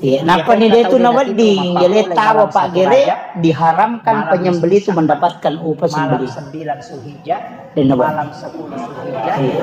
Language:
Buginese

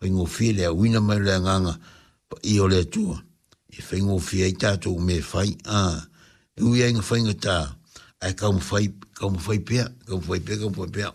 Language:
Samoan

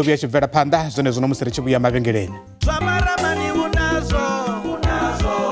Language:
Venda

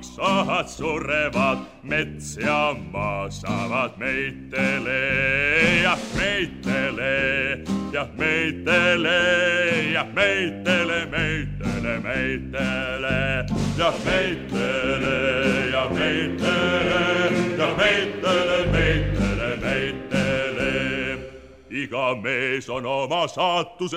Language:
Estonian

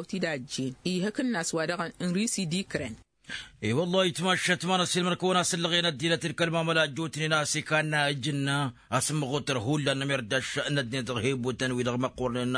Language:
Tamasheq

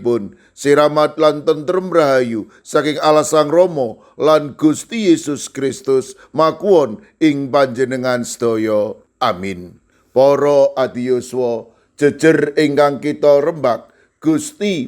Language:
Javanese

